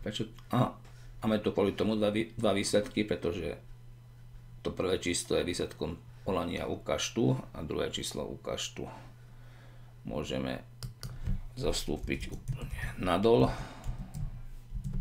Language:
Slovak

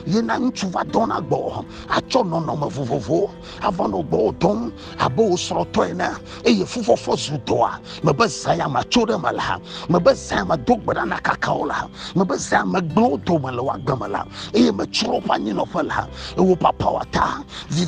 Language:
Ewe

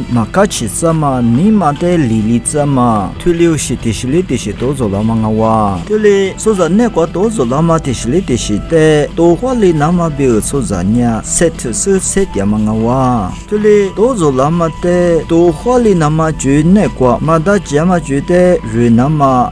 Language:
Lisu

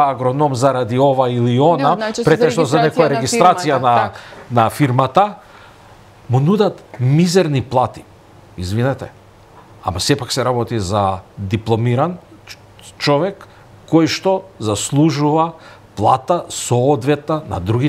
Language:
Macedonian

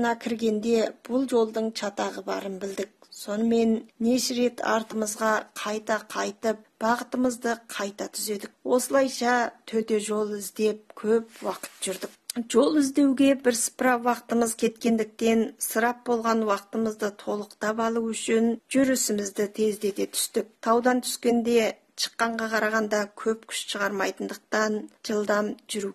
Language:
Kazakh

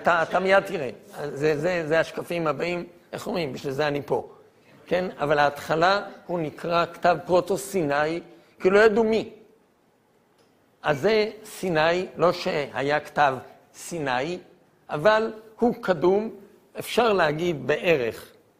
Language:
Hebrew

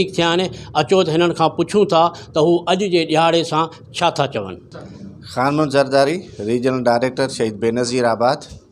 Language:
Sindhi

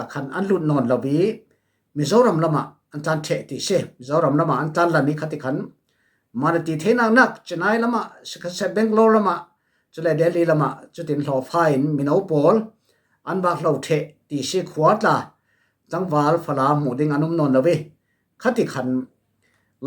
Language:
Falam Chin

